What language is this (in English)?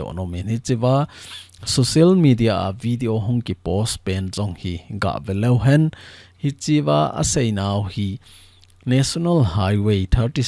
Thado Chin